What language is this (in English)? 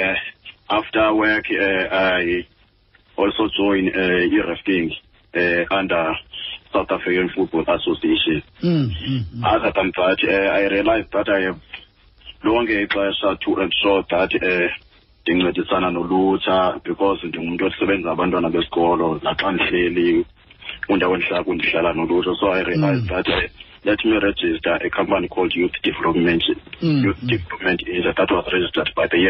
Xhosa